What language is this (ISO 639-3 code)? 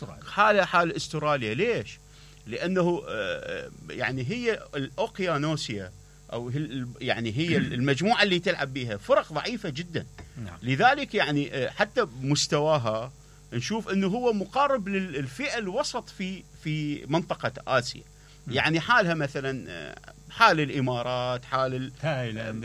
acm